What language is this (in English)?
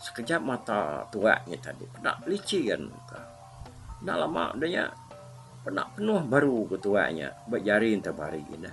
Iban